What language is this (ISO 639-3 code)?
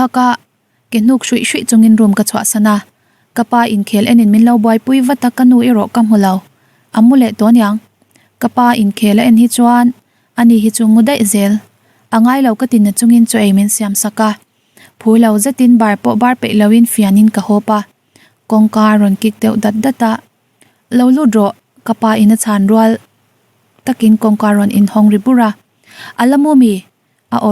lus